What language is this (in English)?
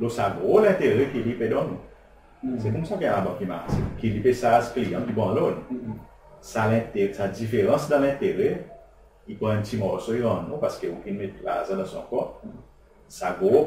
Seselwa Creole French